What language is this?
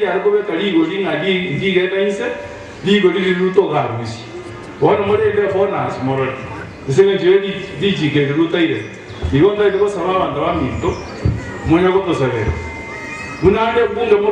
Gusii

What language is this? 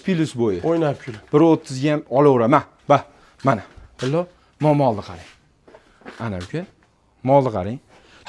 Uzbek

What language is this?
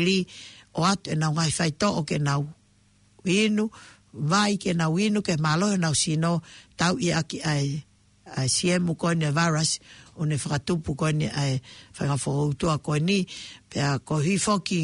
Tongan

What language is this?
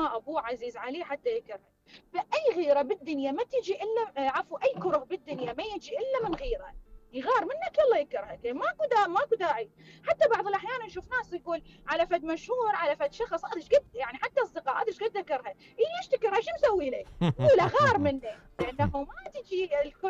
Mesopotamian Arabic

